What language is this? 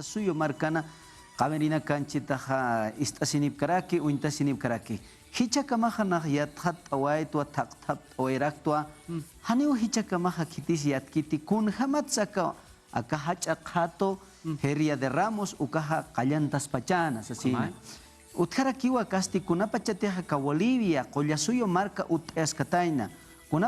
Aymara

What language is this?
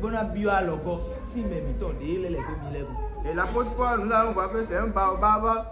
Fon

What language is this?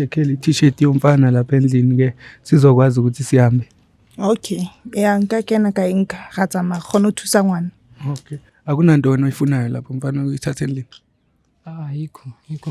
Zulu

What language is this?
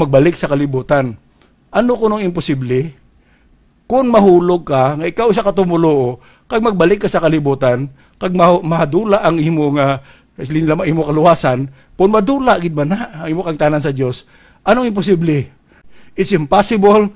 Hiligaynon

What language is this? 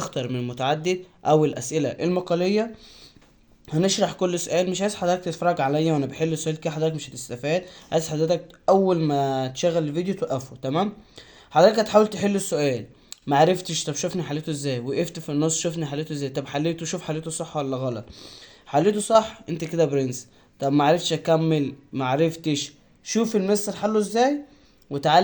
Egyptian Arabic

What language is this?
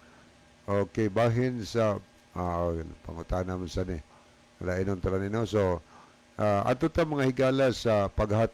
Cebuano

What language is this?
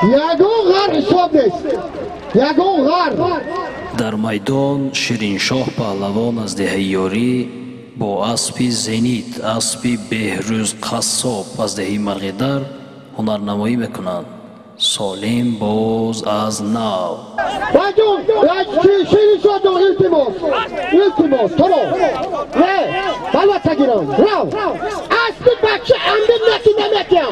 Tajik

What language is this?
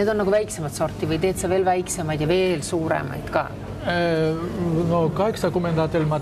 Estonian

